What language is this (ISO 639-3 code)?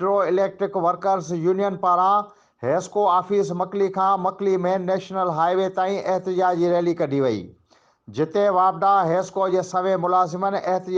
snd